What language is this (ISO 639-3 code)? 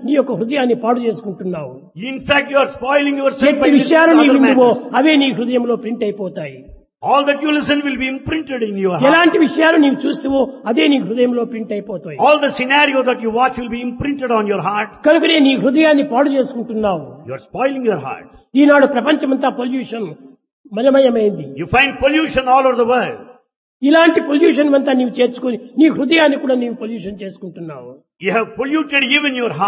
tel